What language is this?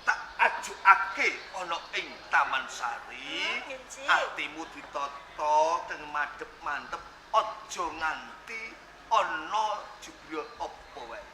Javanese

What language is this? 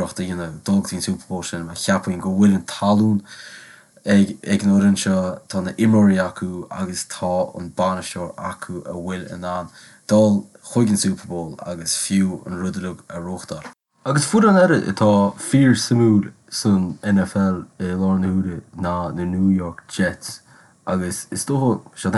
Irish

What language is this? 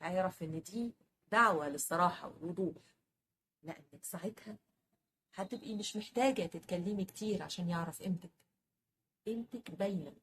Egyptian Arabic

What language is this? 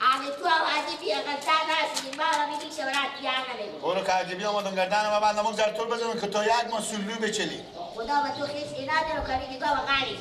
Persian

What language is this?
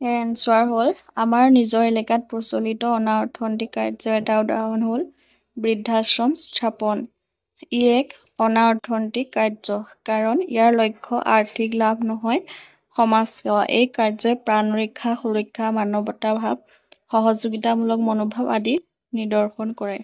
Assamese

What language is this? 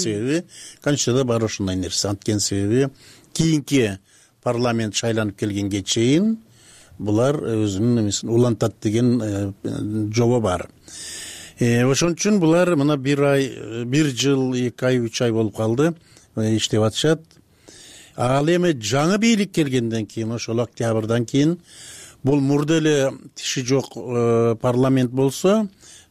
Kyrgyz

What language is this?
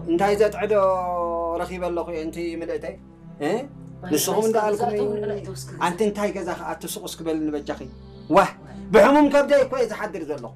Tigrinya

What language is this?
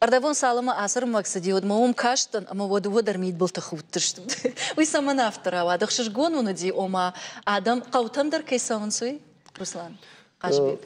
Ossetic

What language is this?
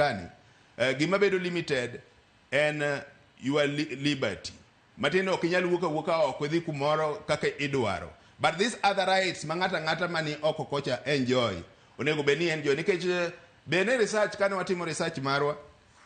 Luo (Kenya and Tanzania)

